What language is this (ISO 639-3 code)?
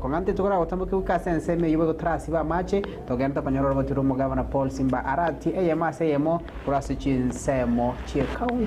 guz